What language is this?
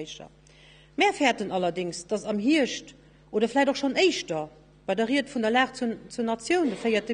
Luxembourgish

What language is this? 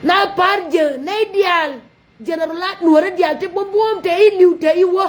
Nuer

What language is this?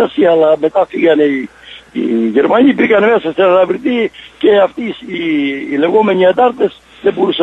Greek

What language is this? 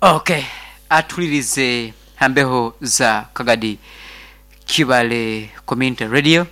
Nyankole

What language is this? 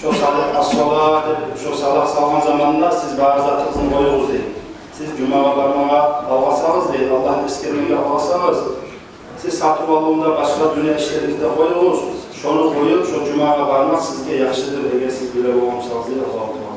Kumyk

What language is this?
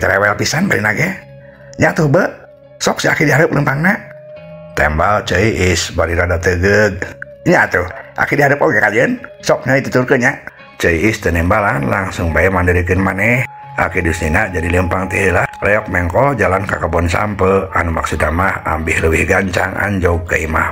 Sundanese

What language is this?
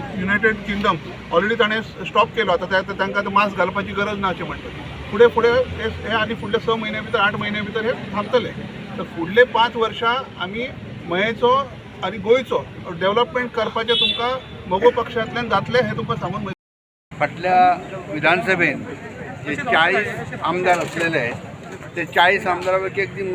Konkani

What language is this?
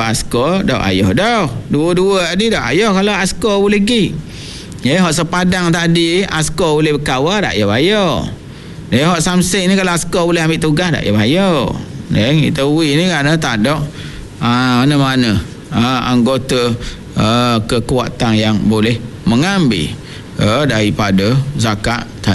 Malay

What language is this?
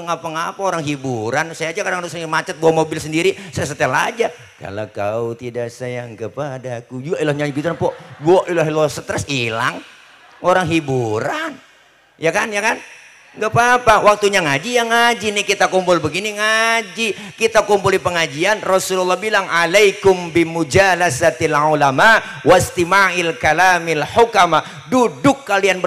Betawi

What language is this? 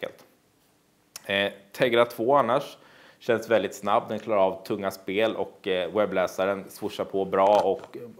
Swedish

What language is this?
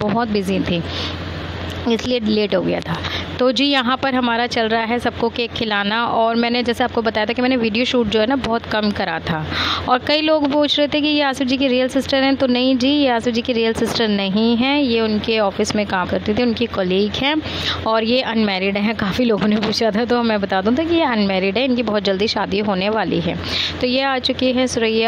Hindi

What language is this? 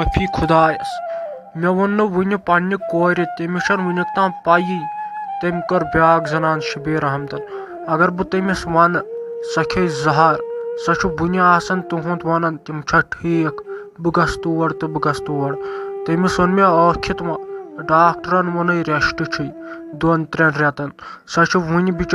Kashmiri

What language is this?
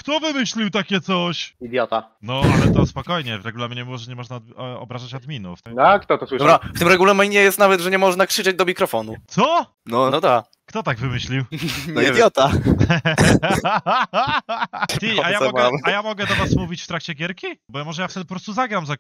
Polish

